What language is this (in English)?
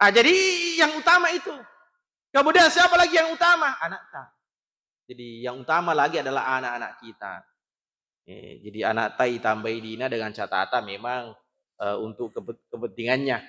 Buginese